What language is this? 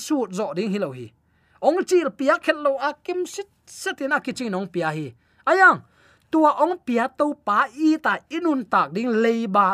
Tedim Chin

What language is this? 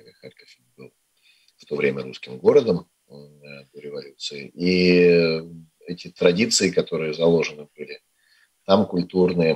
Russian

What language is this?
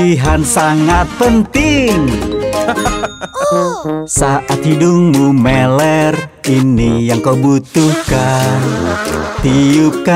Indonesian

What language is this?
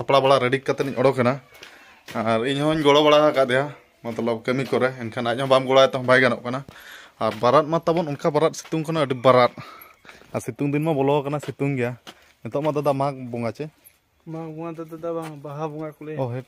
Santali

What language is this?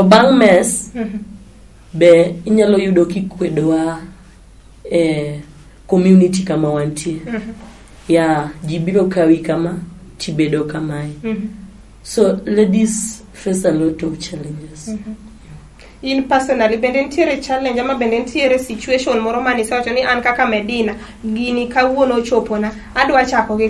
Luo (Kenya and Tanzania)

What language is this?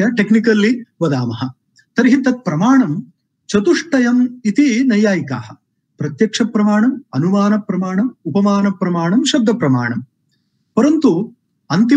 Sanskrit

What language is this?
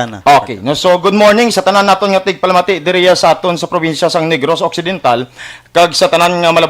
Hiligaynon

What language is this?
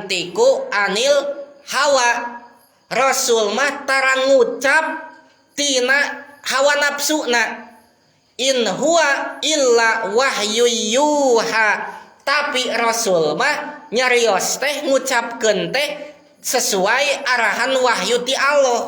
Sundanese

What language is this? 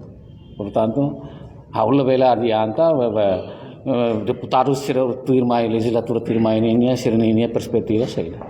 Tetum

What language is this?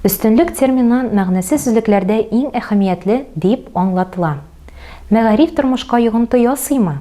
Tatar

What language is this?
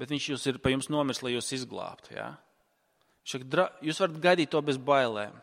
Latvian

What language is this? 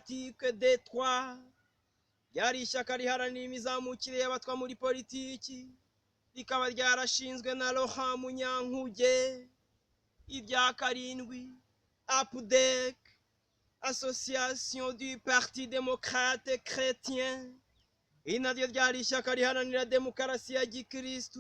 Kinyarwanda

